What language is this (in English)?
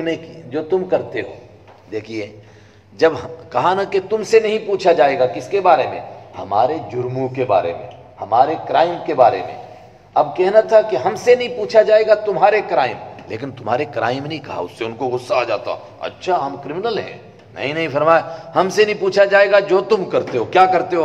Urdu